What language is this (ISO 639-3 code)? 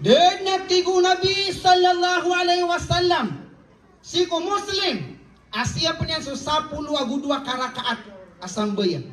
mrw